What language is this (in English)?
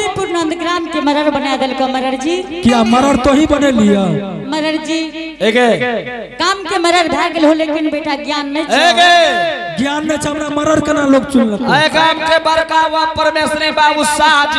Angika